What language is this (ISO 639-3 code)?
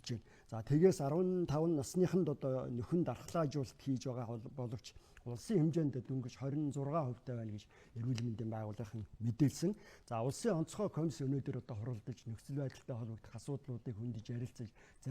mon